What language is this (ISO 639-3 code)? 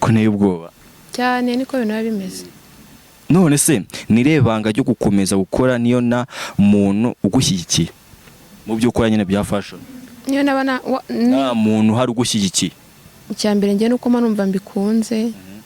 kin